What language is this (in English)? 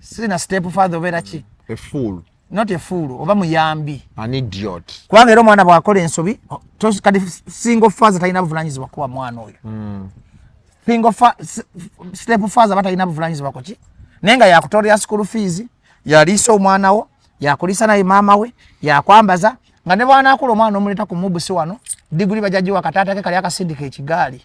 Ganda